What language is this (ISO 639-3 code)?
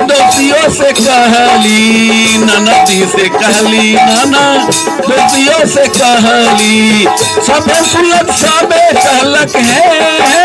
mag